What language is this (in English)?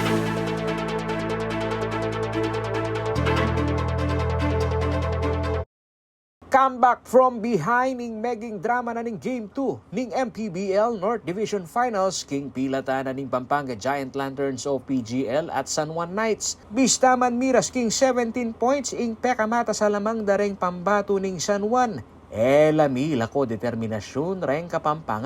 Pampanga